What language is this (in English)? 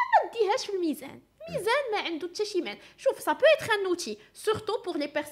Moroccan Arabic